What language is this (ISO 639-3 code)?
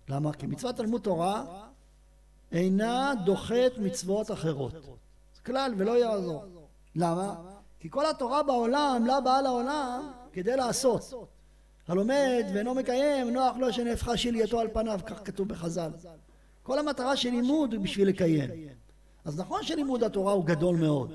heb